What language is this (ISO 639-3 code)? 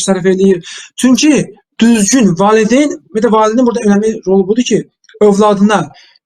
aze